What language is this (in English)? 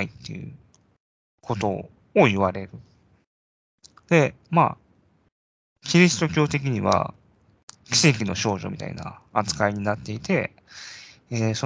Japanese